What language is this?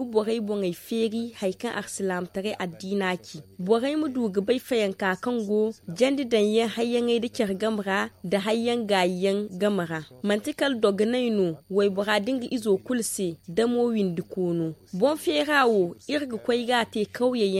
Zarma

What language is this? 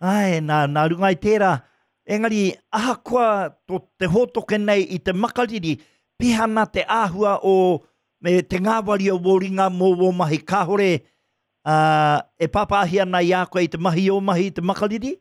Māori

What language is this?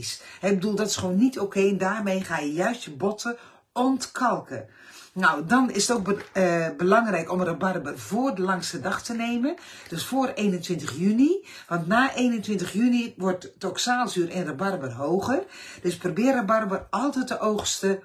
Dutch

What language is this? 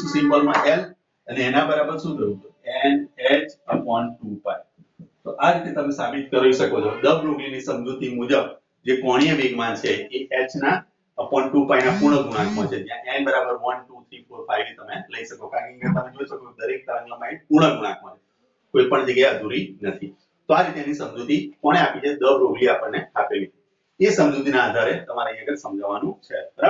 Gujarati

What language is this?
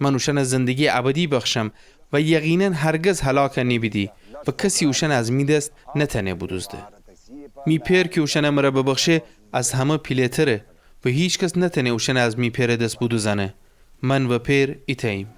Gilaki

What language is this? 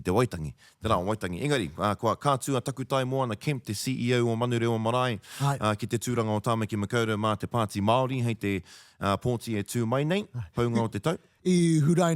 Māori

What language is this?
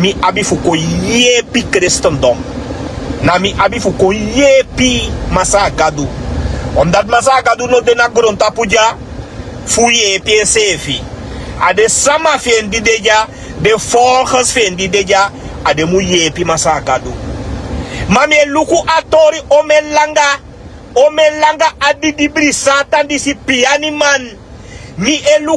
Sranan Tongo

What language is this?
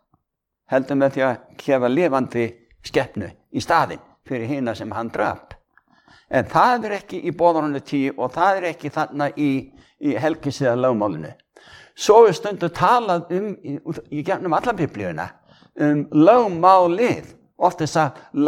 Icelandic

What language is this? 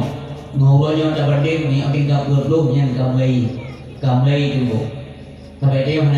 Achinese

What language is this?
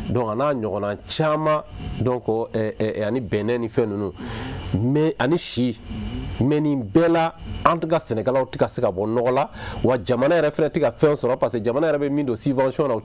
Bambara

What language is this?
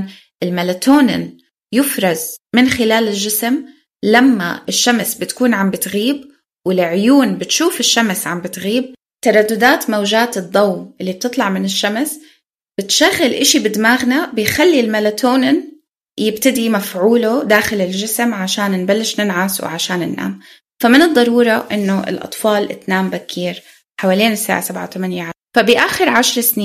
North Levantine Arabic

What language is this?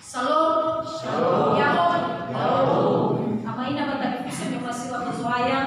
Nias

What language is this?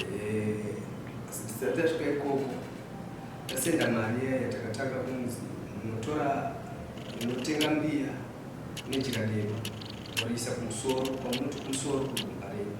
Shona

